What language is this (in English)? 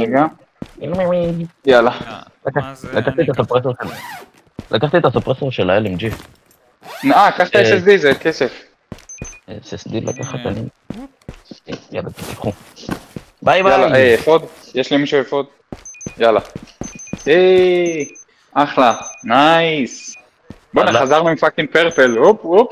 Hebrew